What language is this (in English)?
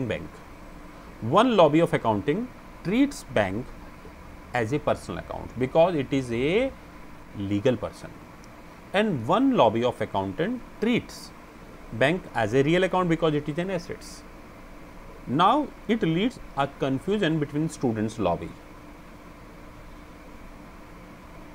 English